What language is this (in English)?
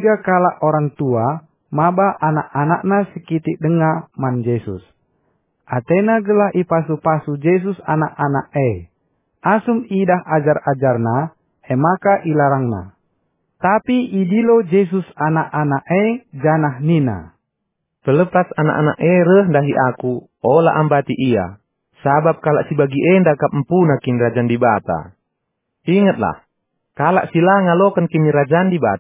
Batak Karo